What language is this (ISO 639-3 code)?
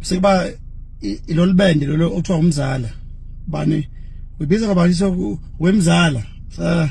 zul